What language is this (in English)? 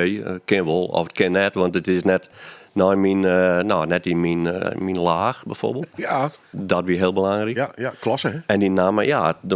Western Frisian